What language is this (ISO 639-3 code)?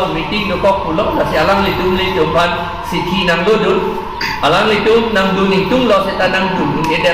mjw